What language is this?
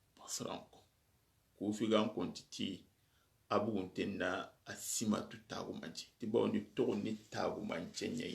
Soninke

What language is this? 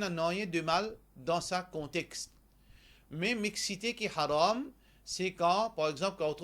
Morisyen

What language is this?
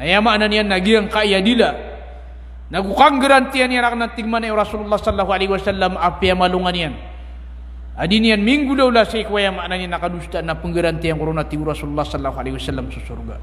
Maranao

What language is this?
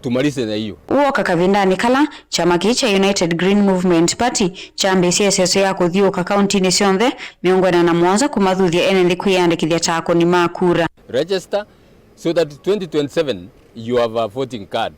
Kamba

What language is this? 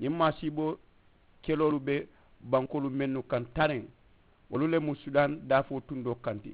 Mandingo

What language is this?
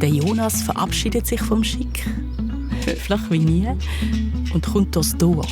Swiss German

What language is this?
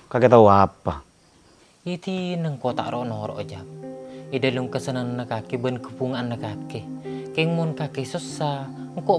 Madurese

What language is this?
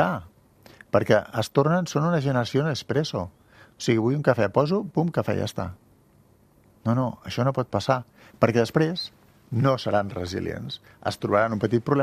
Catalan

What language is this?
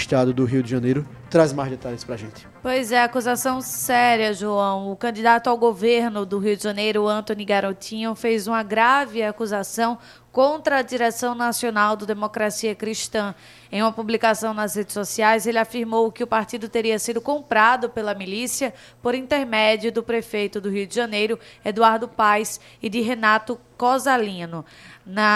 Portuguese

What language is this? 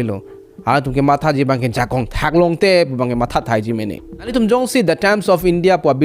Karbi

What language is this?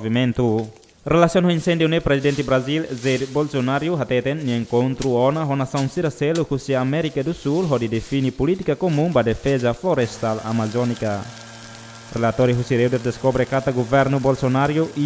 Tetum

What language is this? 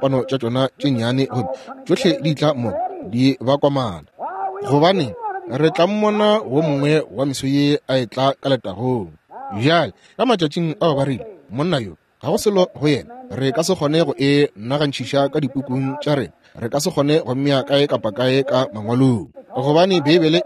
Northern Sotho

